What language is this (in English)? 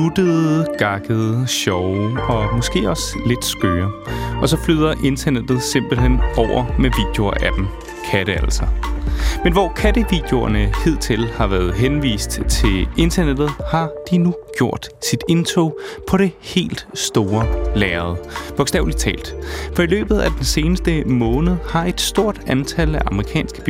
Danish